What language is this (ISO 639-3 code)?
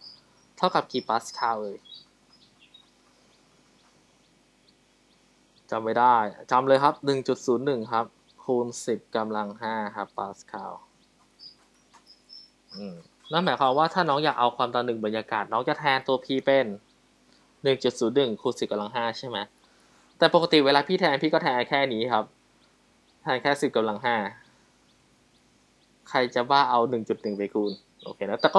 tha